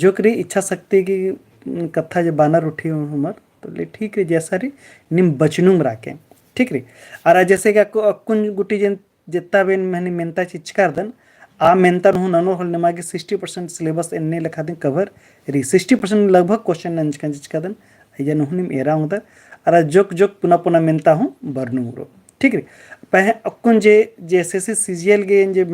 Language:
Kurukh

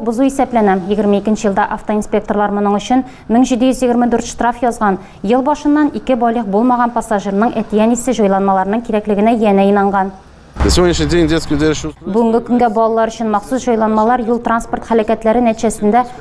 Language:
Tatar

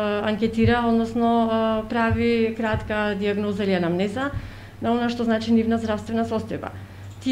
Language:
Macedonian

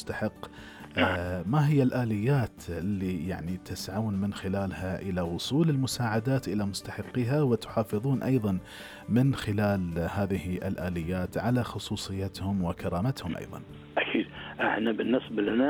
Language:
Gulf Arabic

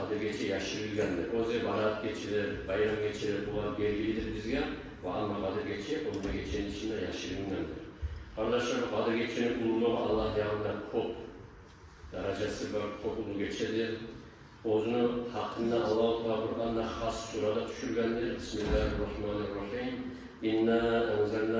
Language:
Kumyk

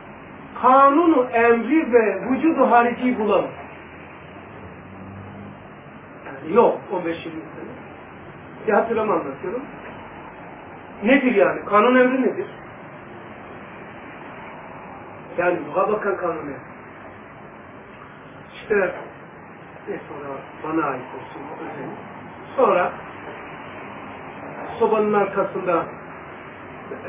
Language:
Turkish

